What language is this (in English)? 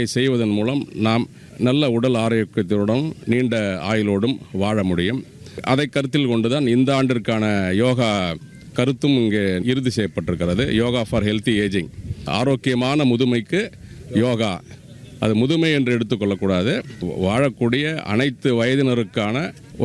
Tamil